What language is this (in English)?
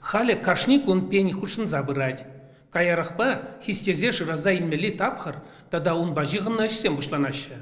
Chuvash